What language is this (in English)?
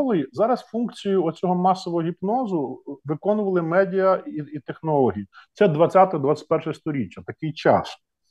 Ukrainian